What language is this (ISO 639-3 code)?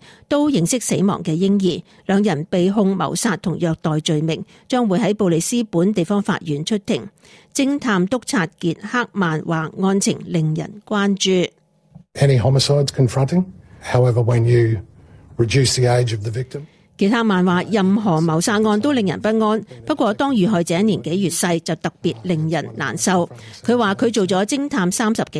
yue